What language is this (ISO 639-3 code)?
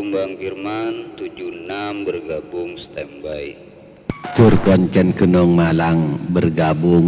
mad